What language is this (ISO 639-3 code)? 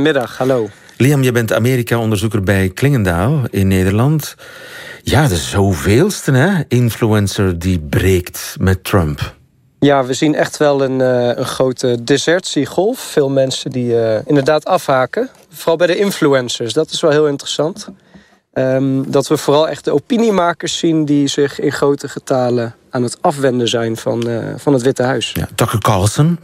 nld